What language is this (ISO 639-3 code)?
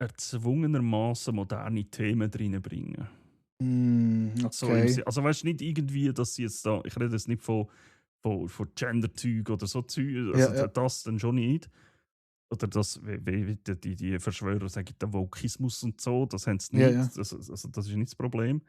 gsw